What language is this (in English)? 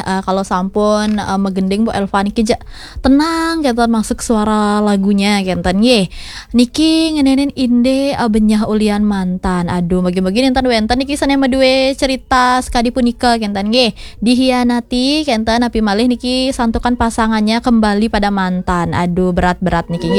Balinese